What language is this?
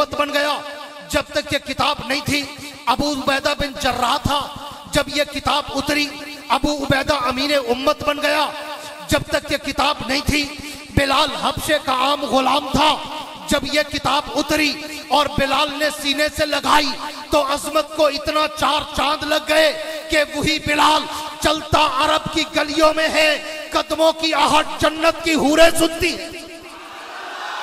Urdu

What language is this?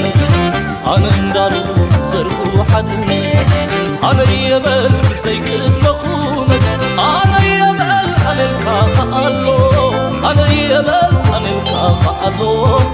Tigrinya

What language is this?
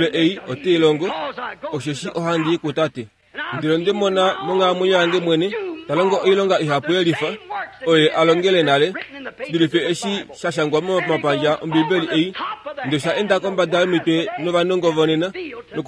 Kuanyama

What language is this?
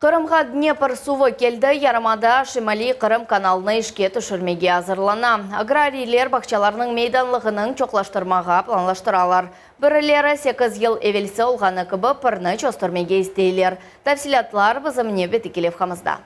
Crimean Tatar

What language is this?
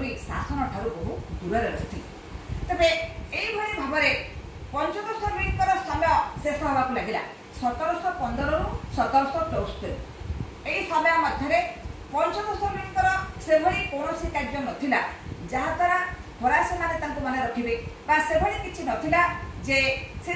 Odia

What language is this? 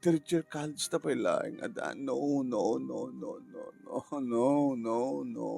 Iloko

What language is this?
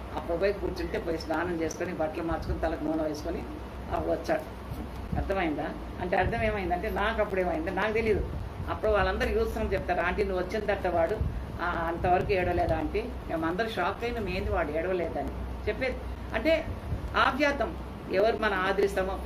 Telugu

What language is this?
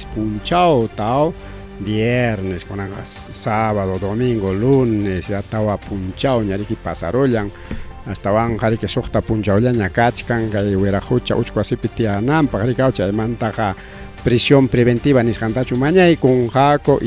Ayacucho Quechua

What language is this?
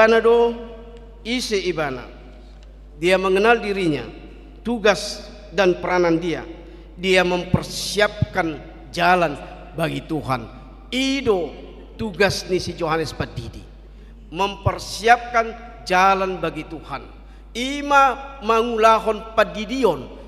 Batak Toba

